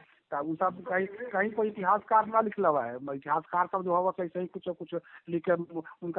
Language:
Magahi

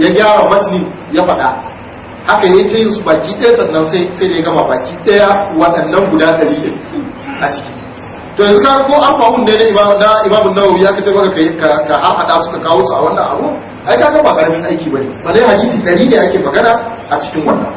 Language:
Hausa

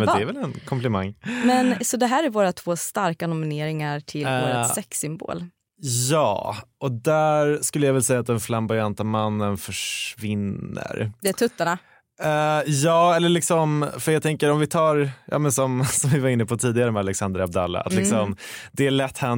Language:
Swedish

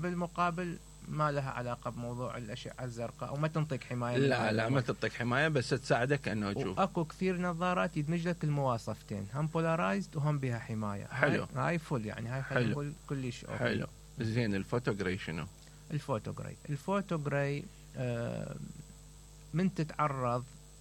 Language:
Mesopotamian Arabic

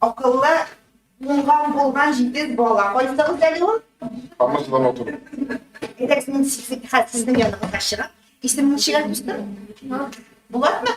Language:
Tatar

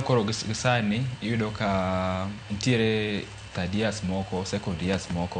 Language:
Luo (Kenya and Tanzania)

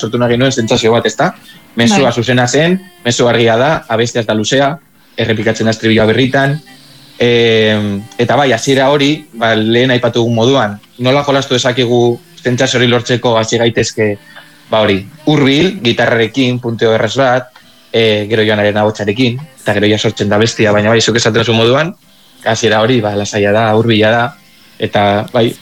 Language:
Basque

